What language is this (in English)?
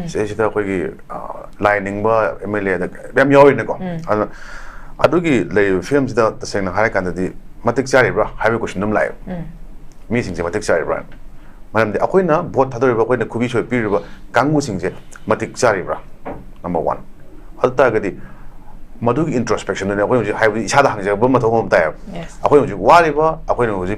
Manipuri